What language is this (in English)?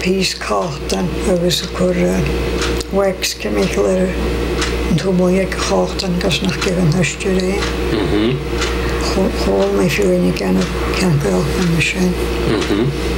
Scottish Gaelic